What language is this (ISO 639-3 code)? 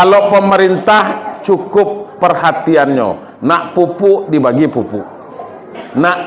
min